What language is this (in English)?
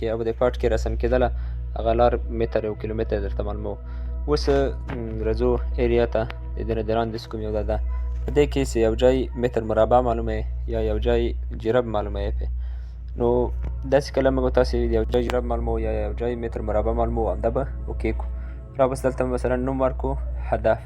Pashto